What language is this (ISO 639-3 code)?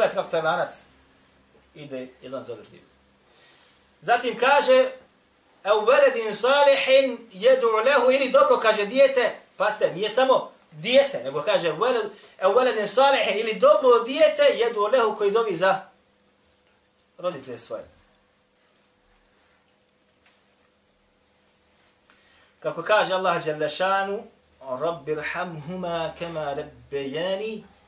bos